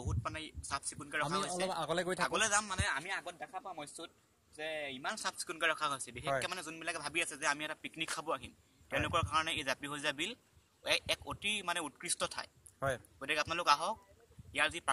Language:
Assamese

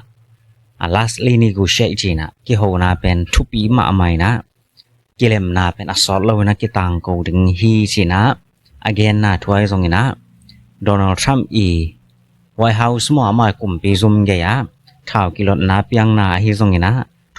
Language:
Tedim Chin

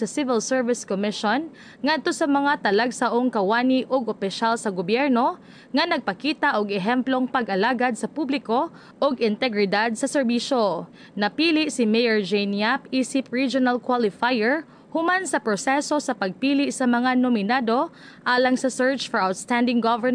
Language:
Cebuano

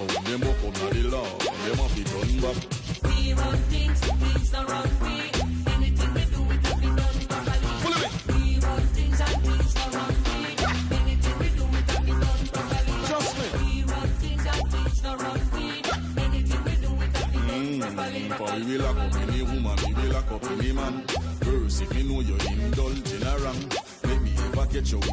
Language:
Jamaican Creole English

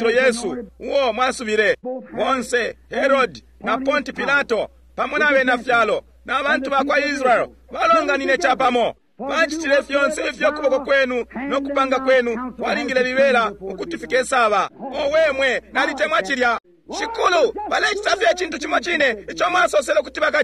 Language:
Bemba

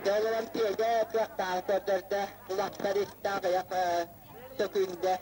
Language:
Yakut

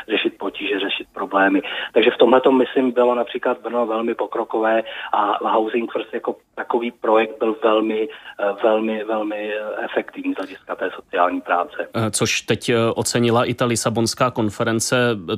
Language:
Czech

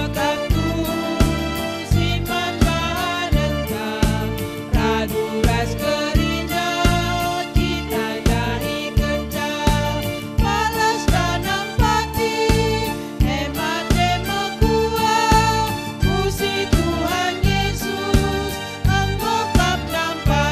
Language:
Batak Karo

